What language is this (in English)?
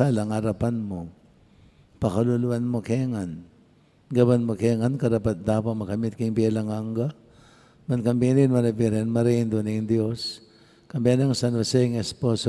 Pampanga